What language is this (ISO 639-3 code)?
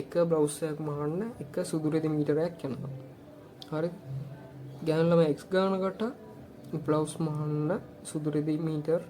sin